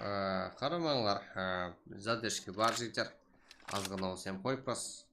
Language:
Kara-Kalpak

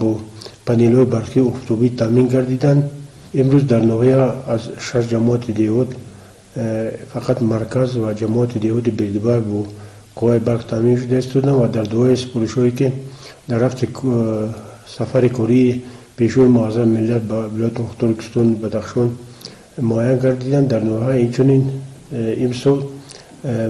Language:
Tajik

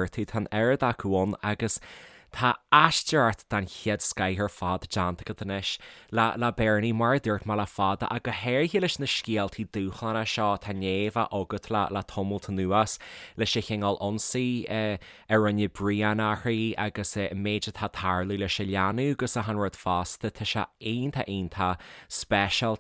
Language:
Irish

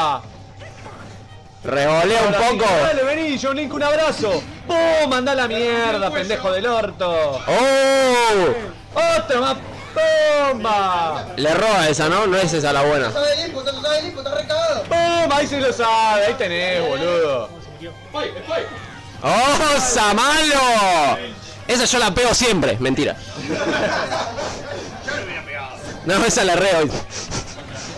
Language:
Spanish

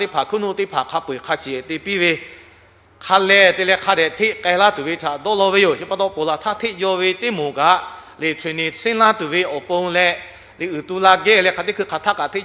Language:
Lahu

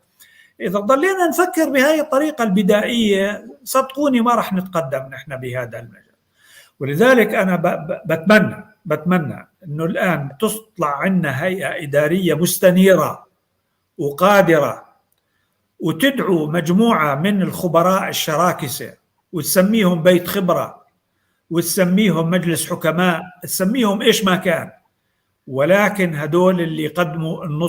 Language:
North Levantine Arabic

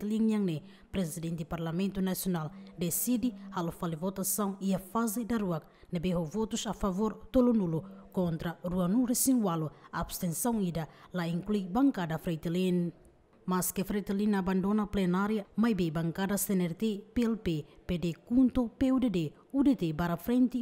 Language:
Tetum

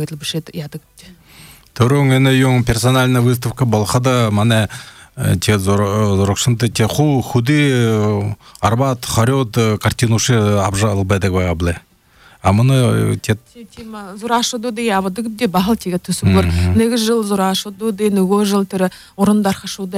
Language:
Buriat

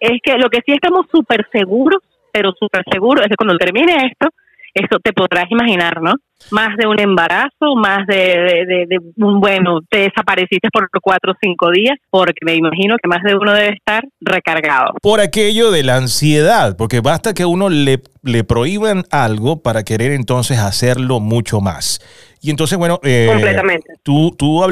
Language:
Spanish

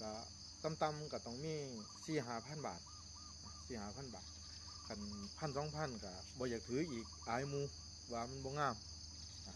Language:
Northeastern Thai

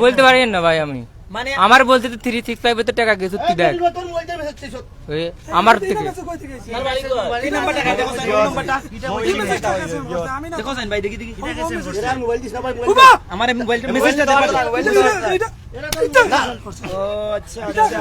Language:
Sylheti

